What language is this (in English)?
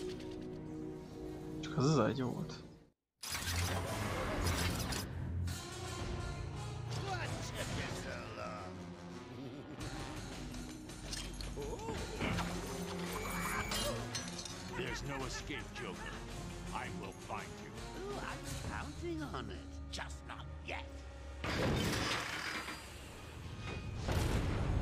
Hungarian